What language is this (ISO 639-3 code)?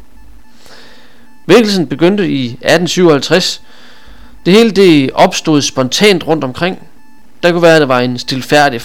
dan